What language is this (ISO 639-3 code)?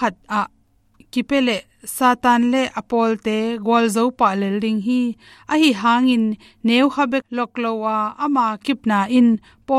ctd